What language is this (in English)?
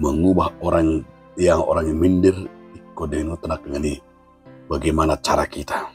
Batak Toba